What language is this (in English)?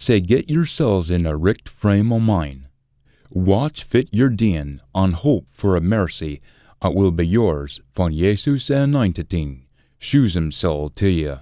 Scots